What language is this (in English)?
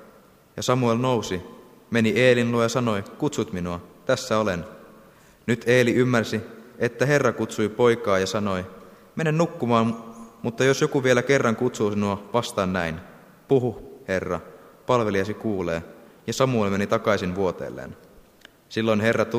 Finnish